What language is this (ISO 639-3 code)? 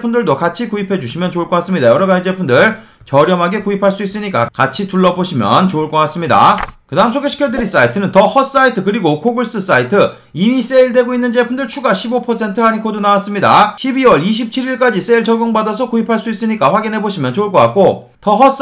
kor